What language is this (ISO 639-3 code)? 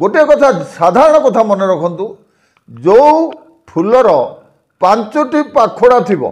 ori